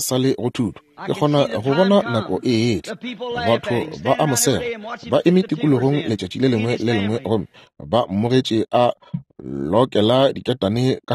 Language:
Northern Sotho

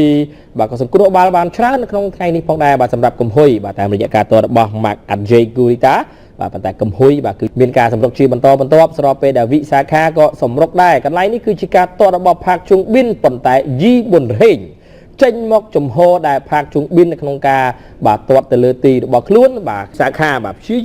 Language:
Khmer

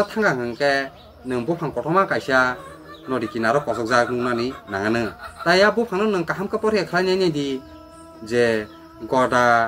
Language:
Kok Borok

